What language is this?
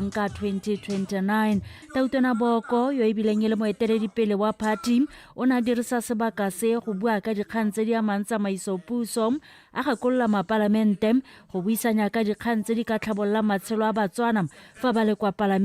Tswana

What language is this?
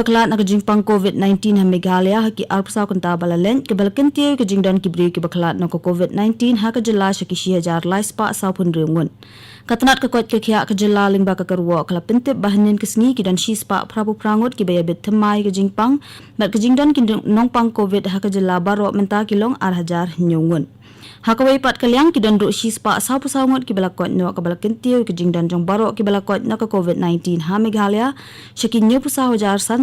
Khasi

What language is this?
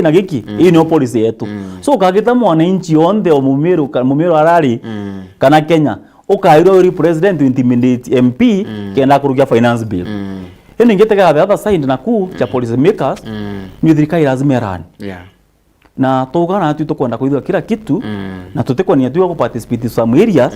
Meru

